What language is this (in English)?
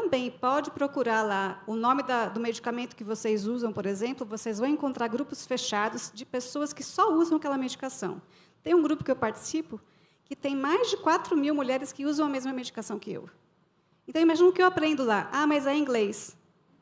Portuguese